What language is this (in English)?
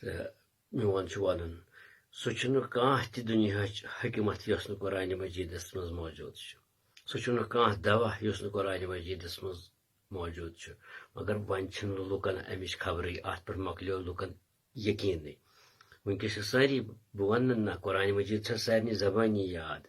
Kashmiri